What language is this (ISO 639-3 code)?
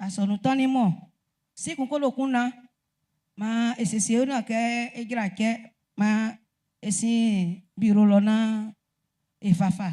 bci